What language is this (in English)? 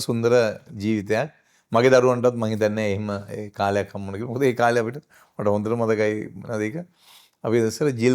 Sinhala